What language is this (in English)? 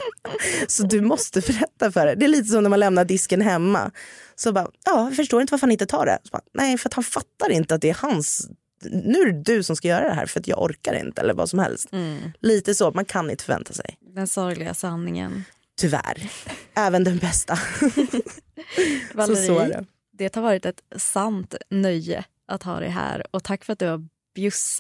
Swedish